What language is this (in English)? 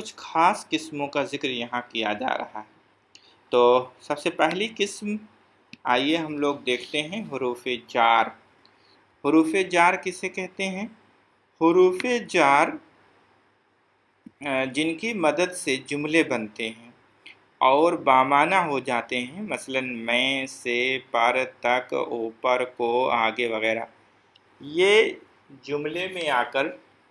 Urdu